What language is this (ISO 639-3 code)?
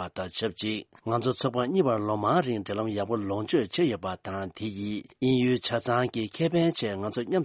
bod